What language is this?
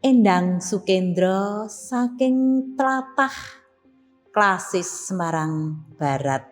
Javanese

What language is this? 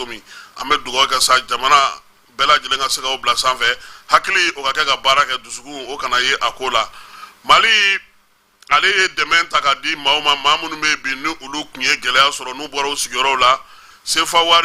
Bambara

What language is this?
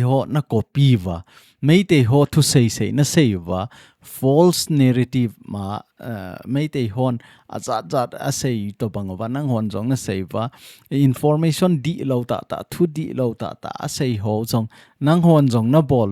Thado Chin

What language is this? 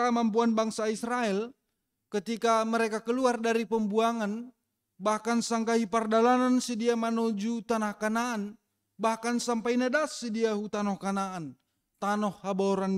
Batak Simalungun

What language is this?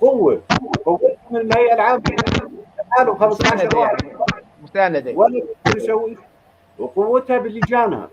North Levantine Arabic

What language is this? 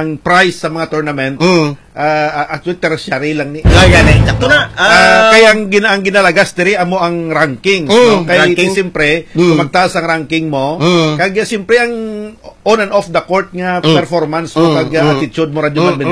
Hiligaynon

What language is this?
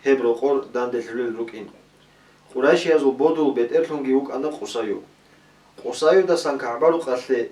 Avaric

